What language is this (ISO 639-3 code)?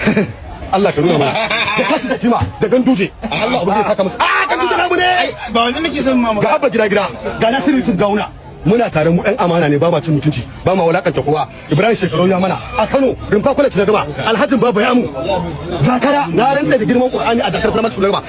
hau